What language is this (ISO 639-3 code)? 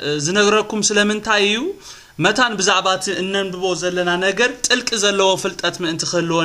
tir